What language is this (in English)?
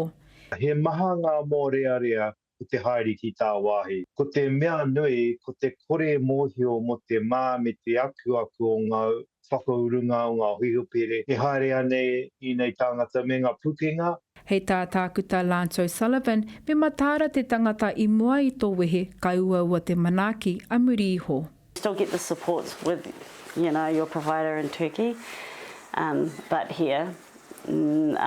Māori